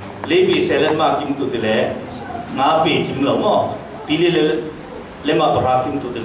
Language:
Falam Chin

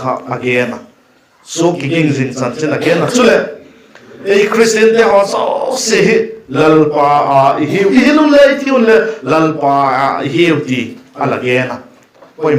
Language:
Vaiphei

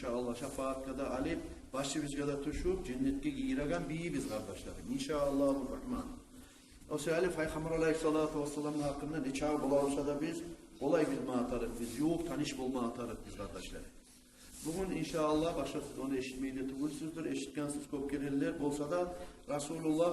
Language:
Kumyk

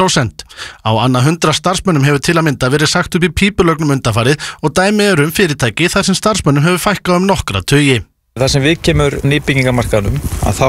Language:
Icelandic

